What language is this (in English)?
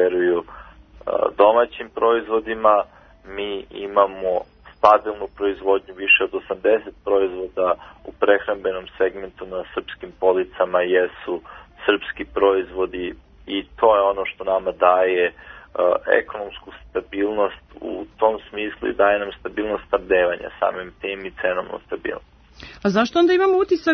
Serbian